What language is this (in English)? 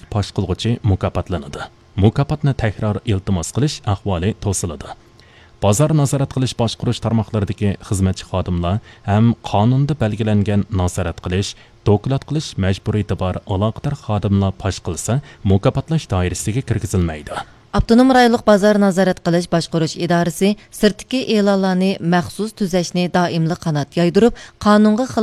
Uyghur